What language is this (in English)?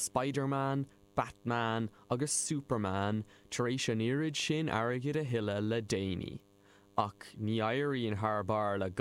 Irish